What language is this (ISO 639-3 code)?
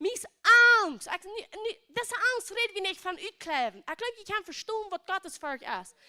pdt